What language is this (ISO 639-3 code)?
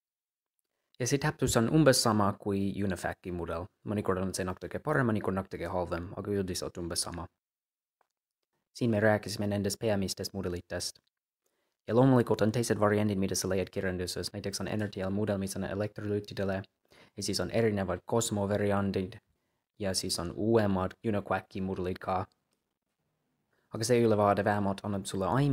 est